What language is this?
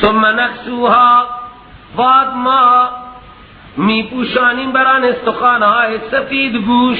Persian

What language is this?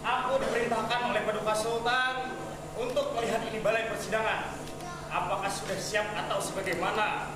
Banjar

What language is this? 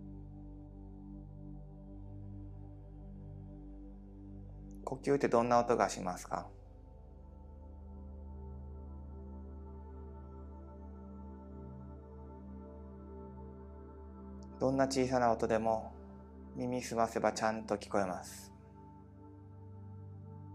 Japanese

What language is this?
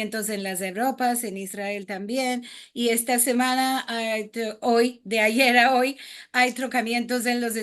Ladino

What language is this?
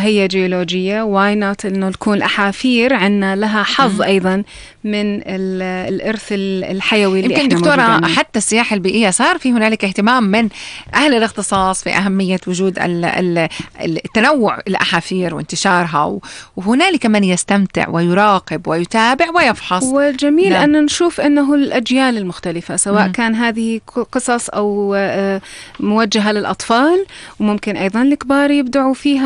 North Levantine Arabic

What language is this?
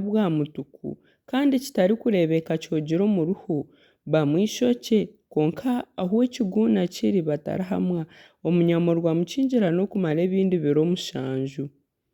Nyankole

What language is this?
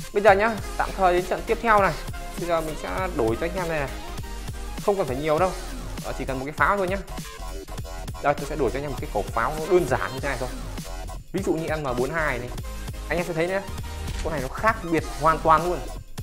Vietnamese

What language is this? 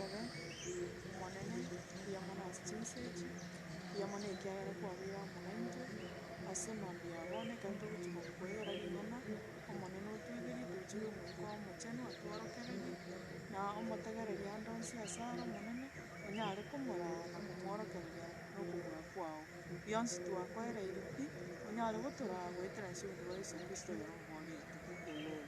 Gusii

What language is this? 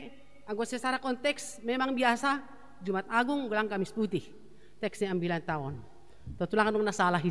Batak Simalungun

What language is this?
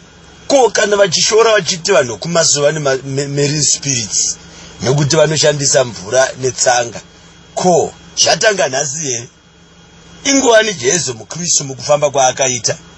Shona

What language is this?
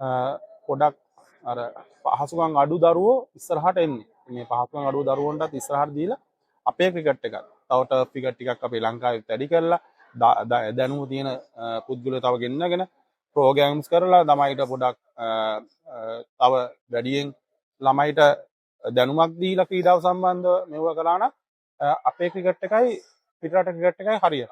Sinhala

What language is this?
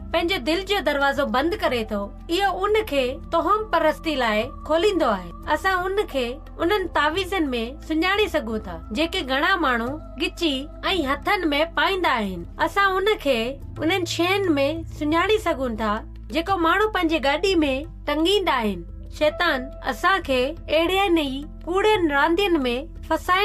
Sindhi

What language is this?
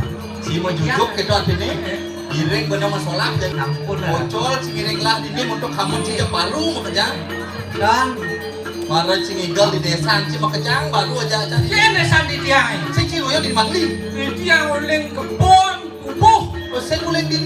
Balinese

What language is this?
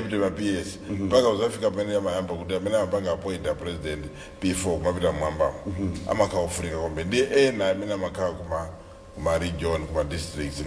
Nyanja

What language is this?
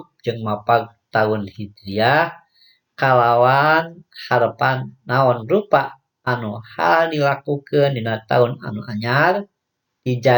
Sundanese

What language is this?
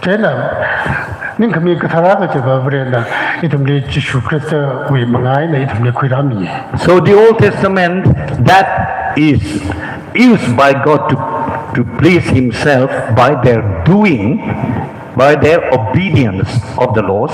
Tangkhul Naga (India)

